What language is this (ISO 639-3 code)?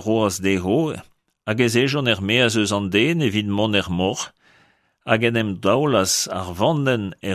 bre